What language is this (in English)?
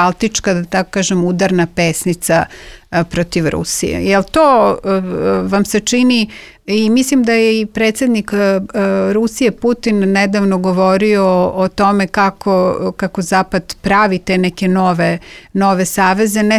Serbian